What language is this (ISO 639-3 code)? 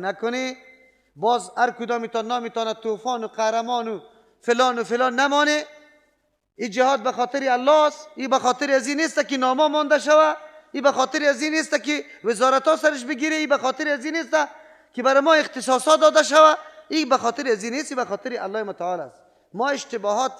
fas